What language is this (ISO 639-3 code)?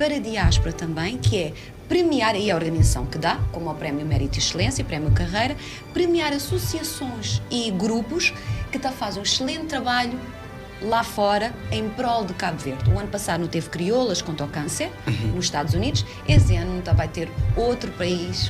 kea